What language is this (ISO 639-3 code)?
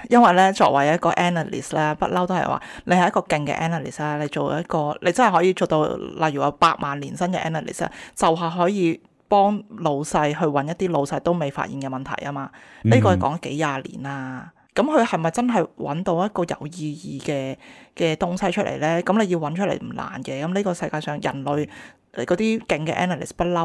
yue